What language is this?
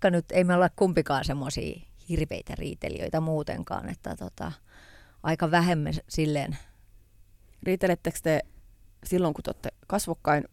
Finnish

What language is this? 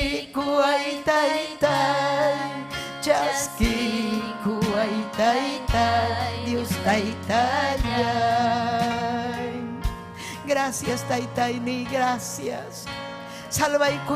Ayacucho Quechua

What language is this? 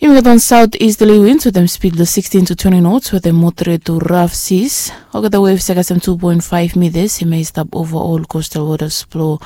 Bislama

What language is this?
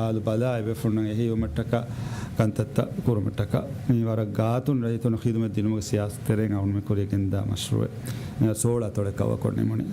Divehi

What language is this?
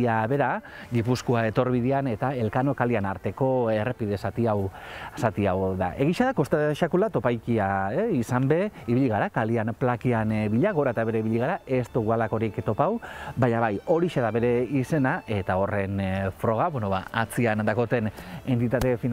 Basque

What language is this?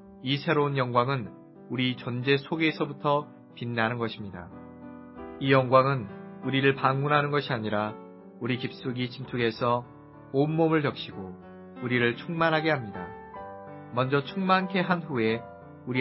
Korean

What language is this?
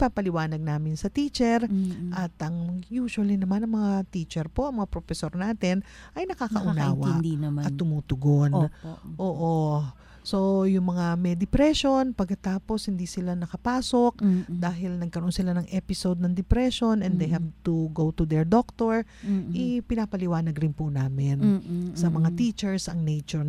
Filipino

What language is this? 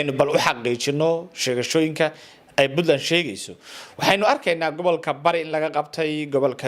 Somali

